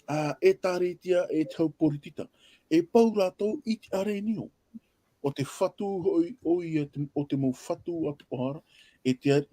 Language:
Tahitian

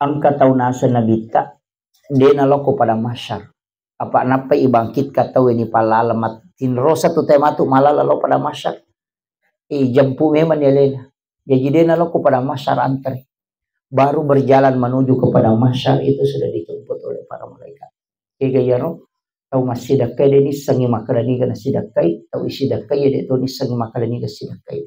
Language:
Buginese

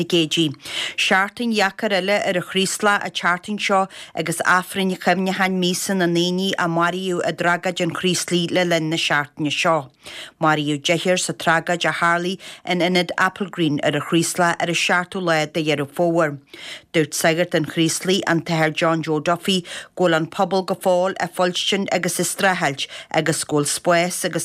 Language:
Irish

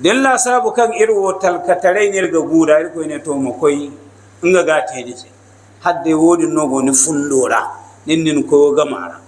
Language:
Hausa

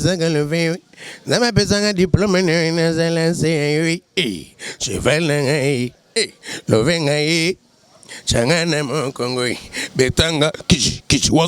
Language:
Lingala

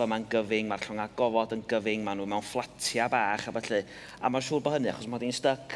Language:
Welsh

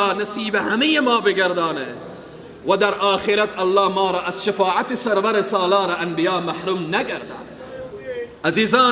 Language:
Persian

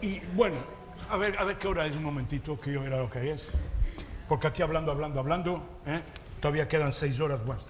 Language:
Ladino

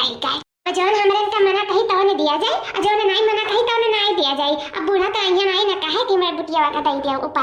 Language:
Awadhi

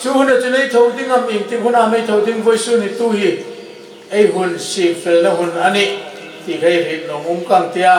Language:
Hmar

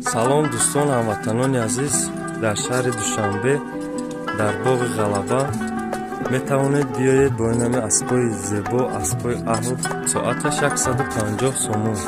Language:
Tajik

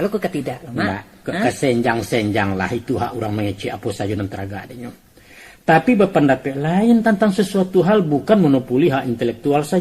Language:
Minangkabau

